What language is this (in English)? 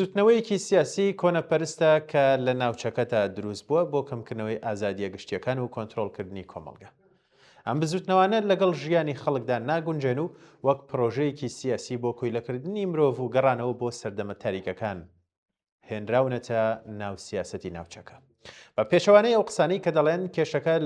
Central Kurdish